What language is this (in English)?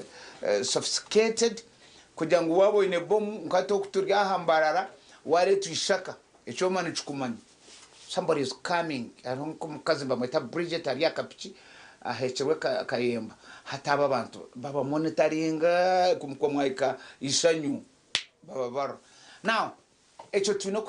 Nyankole